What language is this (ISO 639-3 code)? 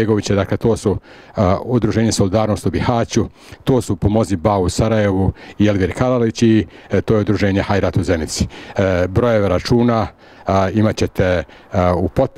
bos